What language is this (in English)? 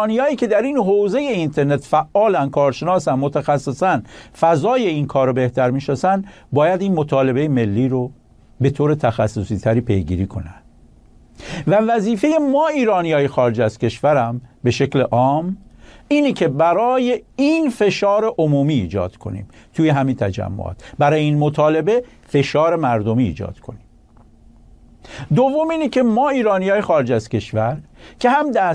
Persian